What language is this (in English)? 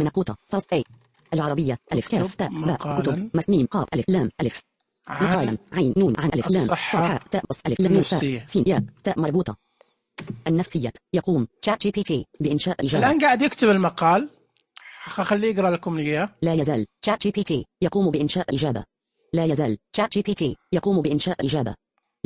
Najdi Arabic